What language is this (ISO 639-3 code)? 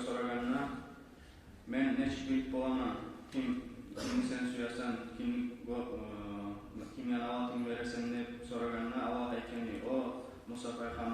kum